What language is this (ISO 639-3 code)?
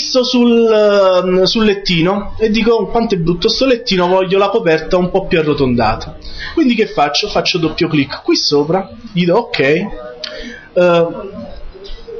ita